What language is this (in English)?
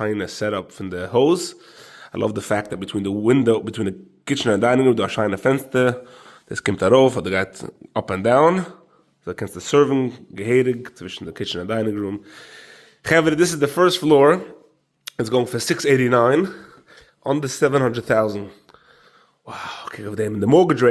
Yiddish